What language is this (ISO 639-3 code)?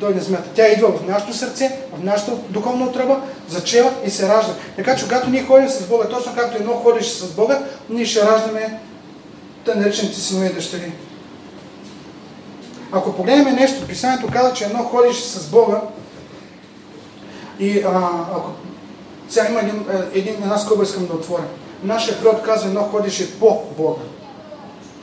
bul